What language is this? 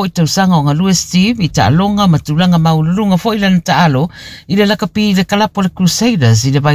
Samoan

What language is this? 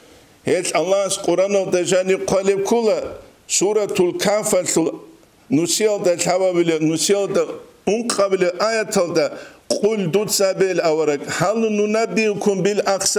Avaric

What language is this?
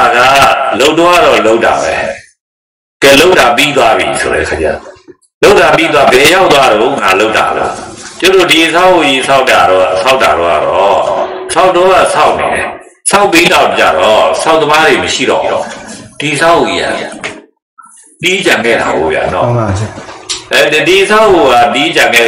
Burmese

